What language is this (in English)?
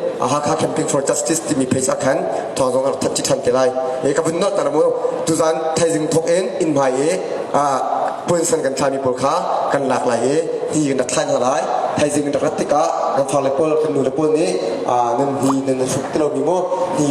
Hakha Chin